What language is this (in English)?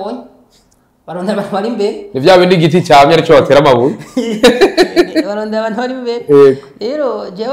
Rundi